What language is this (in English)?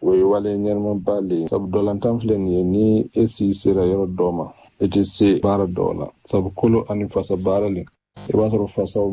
Bambara